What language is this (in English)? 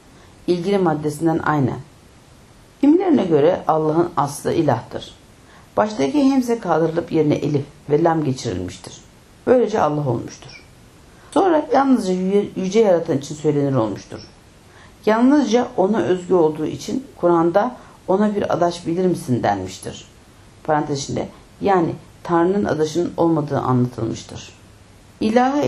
Turkish